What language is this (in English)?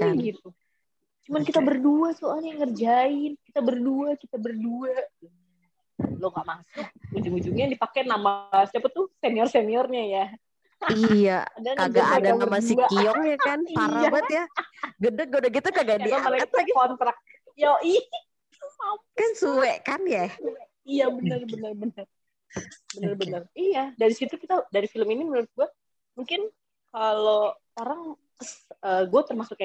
Indonesian